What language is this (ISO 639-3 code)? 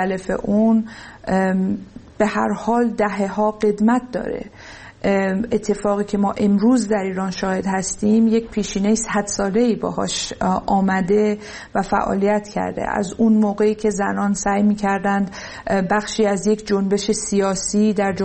fas